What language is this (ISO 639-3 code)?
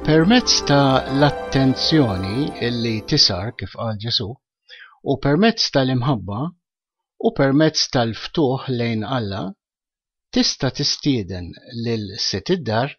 mlt